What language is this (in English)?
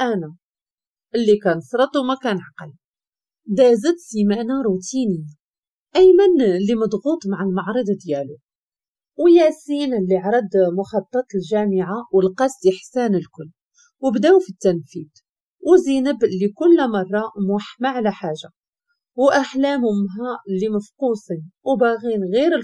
Moroccan Arabic